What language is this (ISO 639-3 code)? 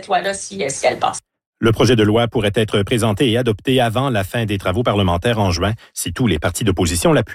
fra